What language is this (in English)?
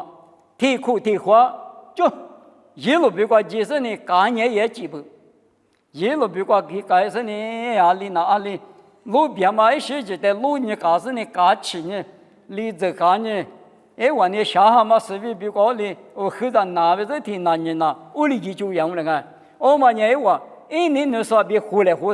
Lisu